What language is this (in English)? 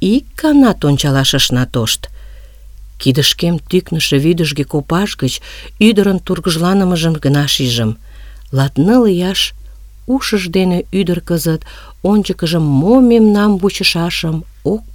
Mari